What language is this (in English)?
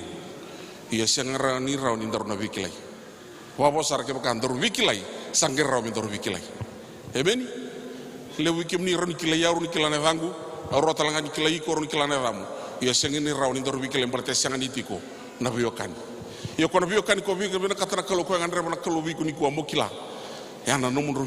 Fijian